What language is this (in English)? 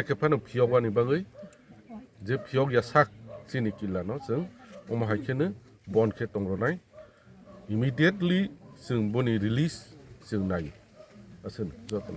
Riang (India)